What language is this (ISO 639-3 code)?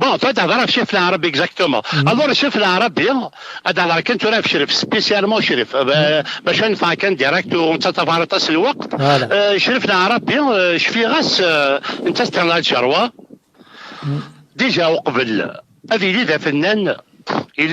kab